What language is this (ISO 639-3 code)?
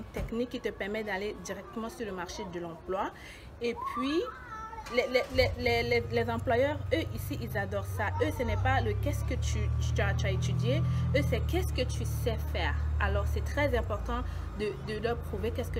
fra